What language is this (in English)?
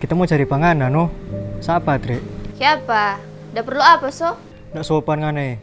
Manado Malay